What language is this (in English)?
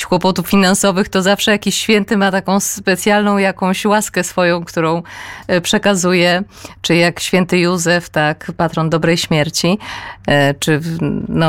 Polish